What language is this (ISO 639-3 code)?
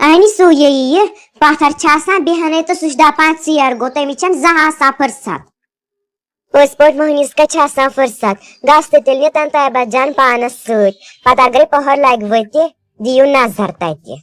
kas